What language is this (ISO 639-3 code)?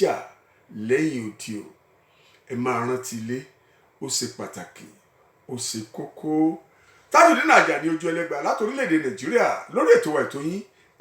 yor